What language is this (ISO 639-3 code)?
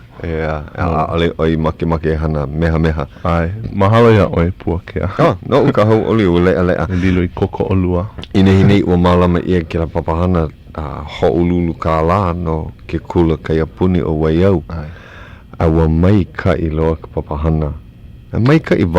haw